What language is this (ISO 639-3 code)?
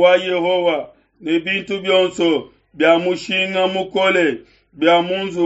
lua